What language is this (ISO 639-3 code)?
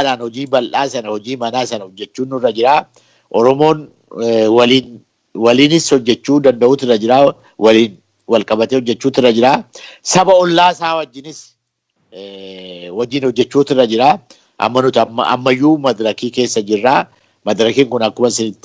orm